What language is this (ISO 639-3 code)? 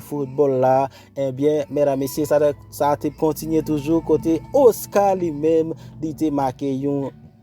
hat